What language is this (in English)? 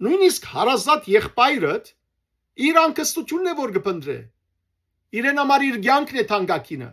Western Armenian